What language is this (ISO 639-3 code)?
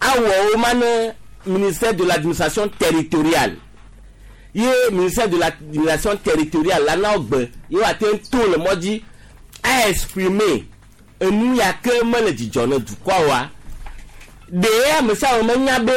gej